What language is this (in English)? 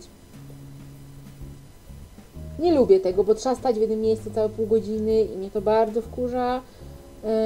Polish